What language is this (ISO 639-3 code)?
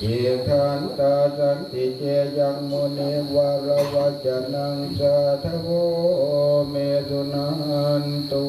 pli